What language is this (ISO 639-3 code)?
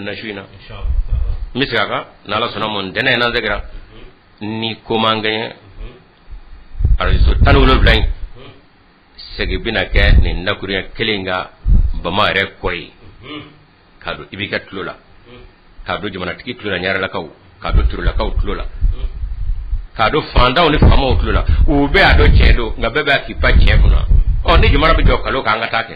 bam